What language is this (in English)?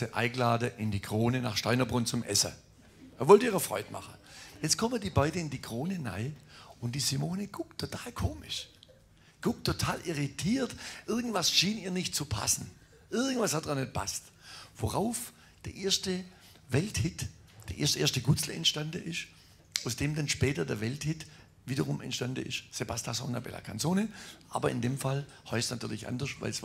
Swabian